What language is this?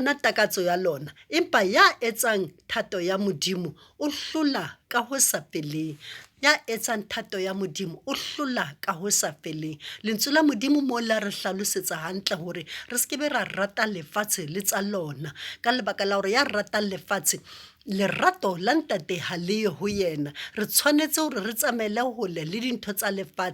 Southern Sotho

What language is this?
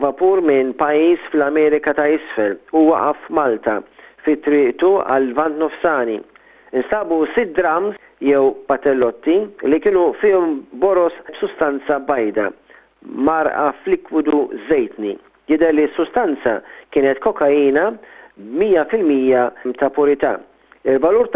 Maltese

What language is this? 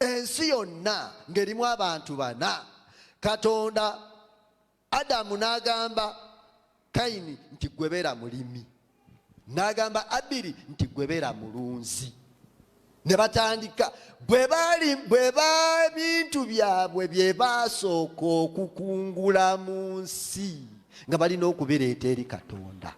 Ganda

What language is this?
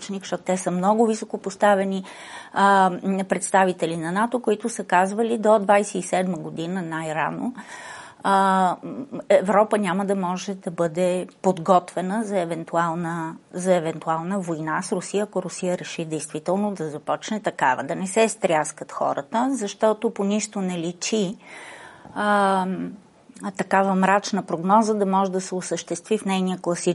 Bulgarian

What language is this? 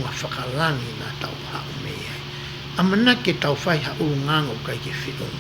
Tongan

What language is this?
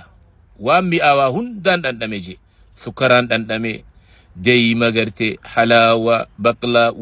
Oromo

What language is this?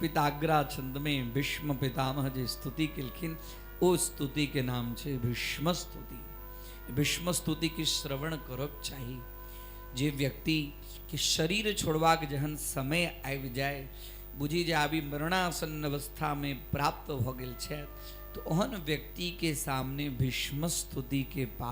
Maithili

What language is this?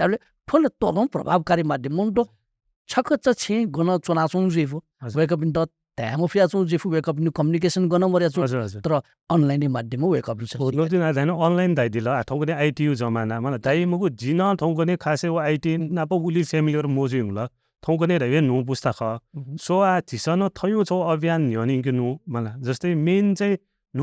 Newari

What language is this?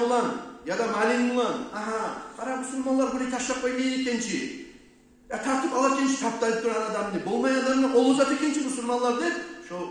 Kumyk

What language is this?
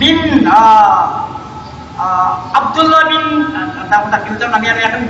Maranao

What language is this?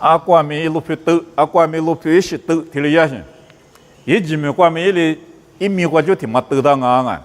Lisu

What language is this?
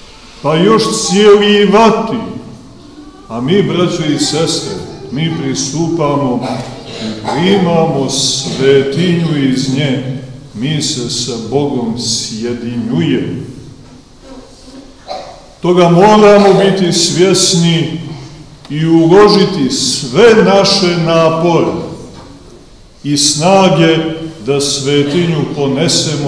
Serbian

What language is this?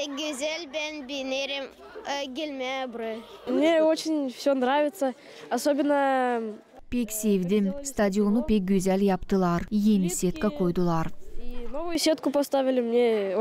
Gagauz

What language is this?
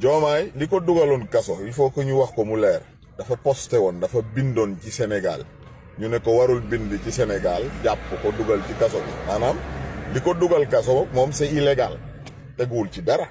Wolof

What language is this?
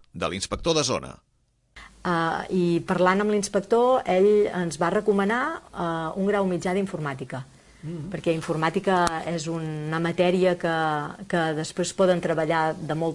Catalan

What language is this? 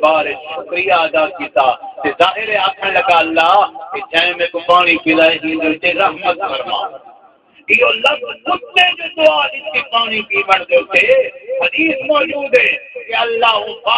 Saraiki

